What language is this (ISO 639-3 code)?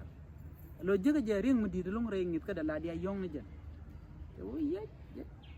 nus